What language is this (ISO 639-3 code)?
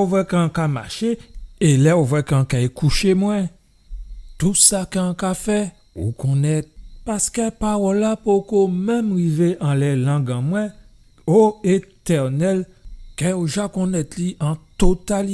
gcf